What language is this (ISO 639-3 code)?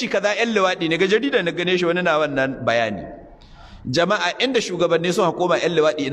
hau